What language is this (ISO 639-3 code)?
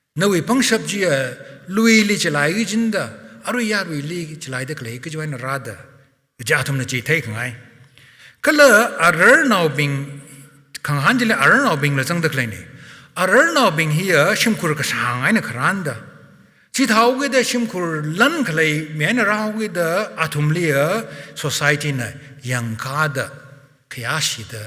nmf